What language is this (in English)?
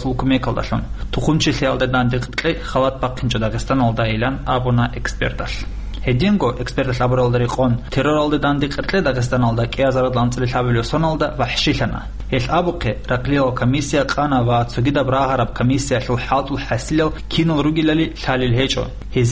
Avaric